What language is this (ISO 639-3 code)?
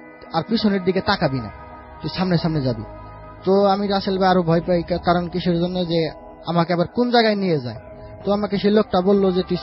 ben